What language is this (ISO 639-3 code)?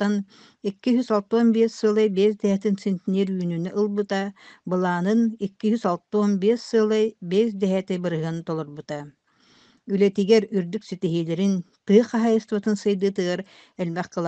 sah